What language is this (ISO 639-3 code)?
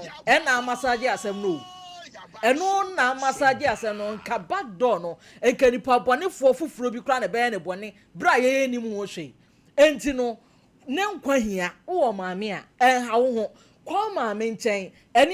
aka